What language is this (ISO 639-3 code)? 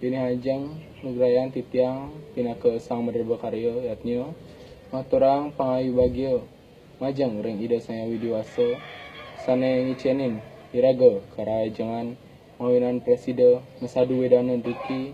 ban